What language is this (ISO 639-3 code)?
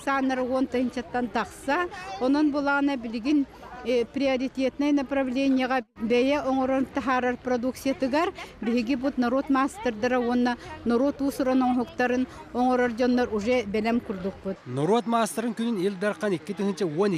sah